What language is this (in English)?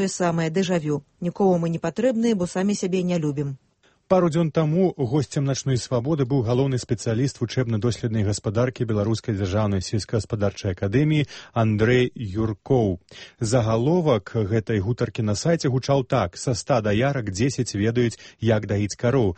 Belarusian